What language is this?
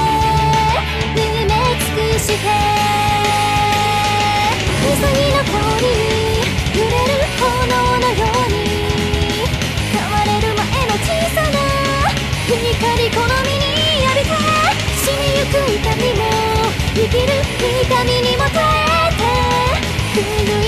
Japanese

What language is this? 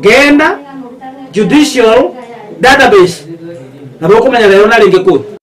Gusii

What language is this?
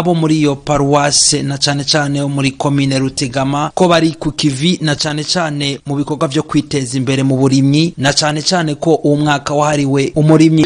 Rundi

